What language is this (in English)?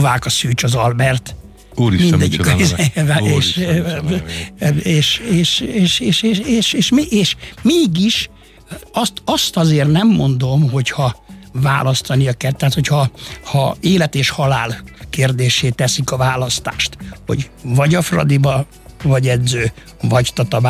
Hungarian